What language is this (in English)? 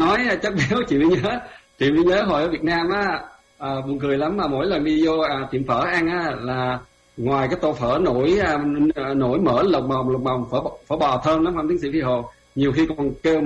Vietnamese